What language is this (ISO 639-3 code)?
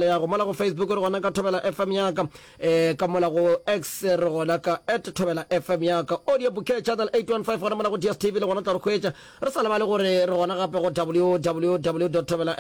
nso